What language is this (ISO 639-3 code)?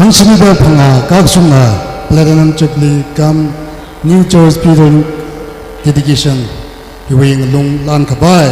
nmf